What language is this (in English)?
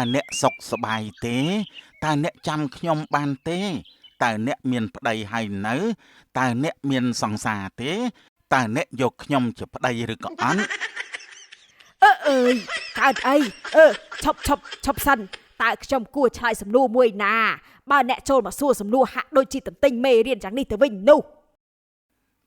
Khmer